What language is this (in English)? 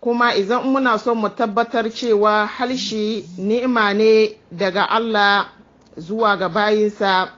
Hausa